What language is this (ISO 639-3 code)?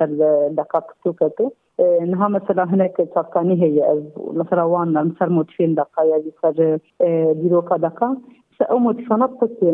kur